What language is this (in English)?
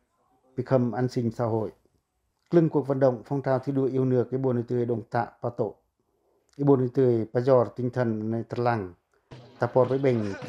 Pacoh